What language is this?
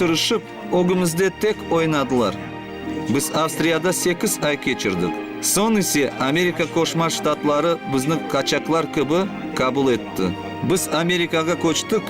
Crimean Tatar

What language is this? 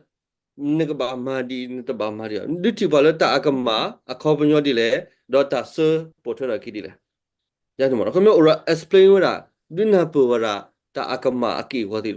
S'gaw Karen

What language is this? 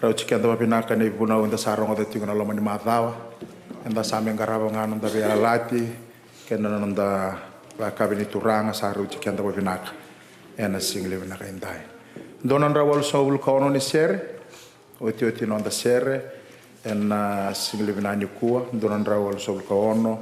Fijian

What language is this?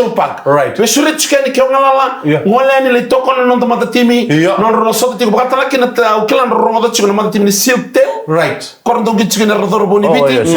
Fijian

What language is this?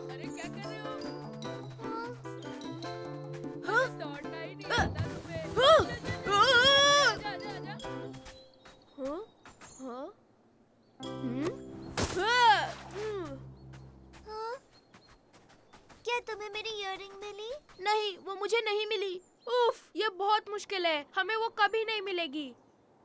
Hindi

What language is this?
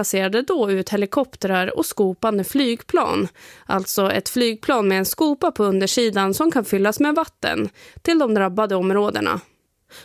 Swedish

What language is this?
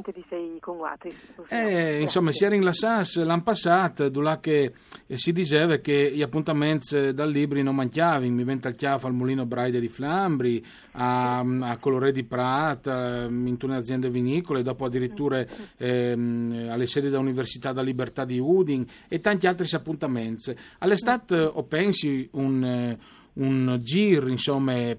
Friulian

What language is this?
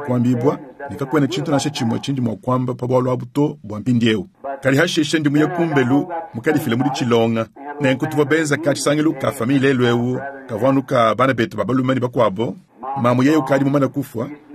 Luba-Lulua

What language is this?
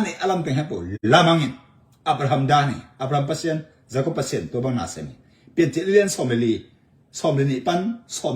Tedim Chin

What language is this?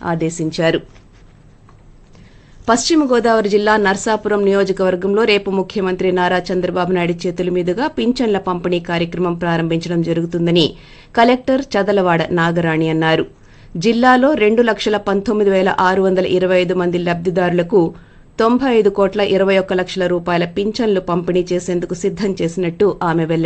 Telugu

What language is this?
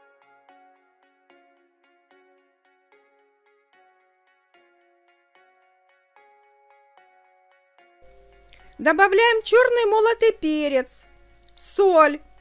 Russian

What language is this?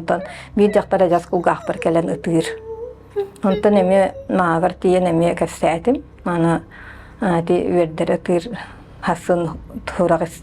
Yakut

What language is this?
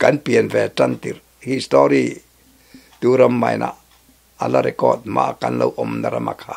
Mizo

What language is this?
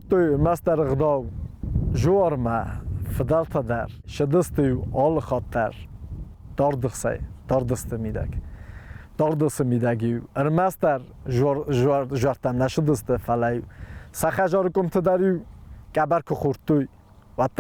Ossetic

